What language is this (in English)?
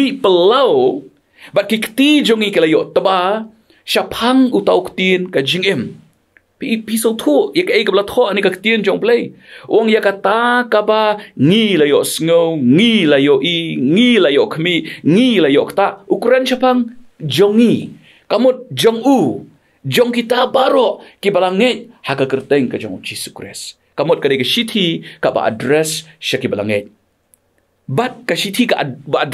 Khasi